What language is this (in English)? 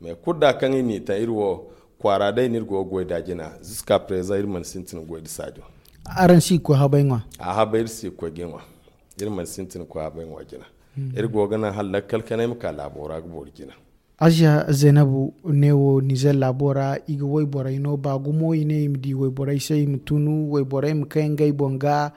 Zarma